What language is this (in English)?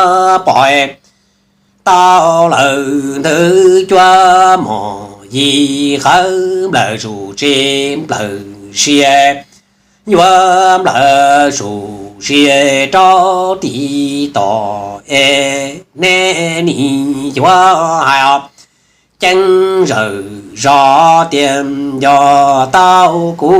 Hmong